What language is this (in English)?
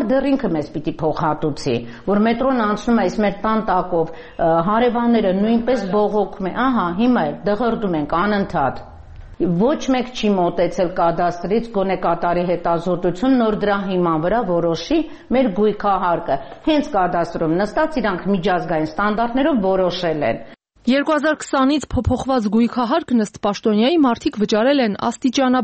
Armenian